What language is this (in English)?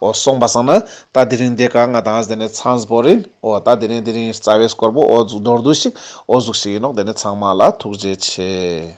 Ladakhi